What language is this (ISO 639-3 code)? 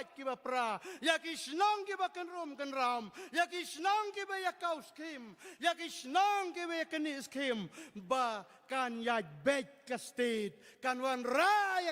kha